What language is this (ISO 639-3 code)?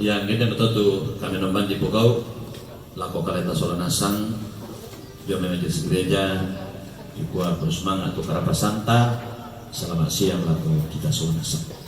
sda